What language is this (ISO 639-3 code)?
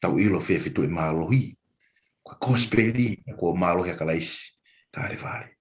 ton